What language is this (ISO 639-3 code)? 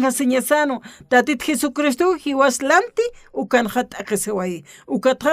aym